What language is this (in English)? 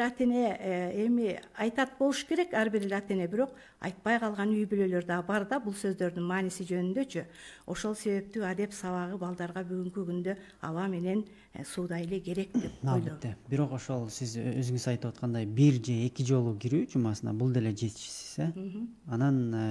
Kyrgyz